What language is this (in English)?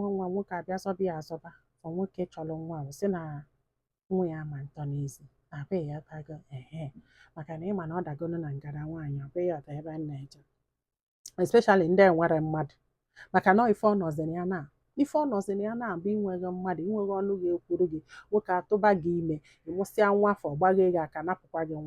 Igbo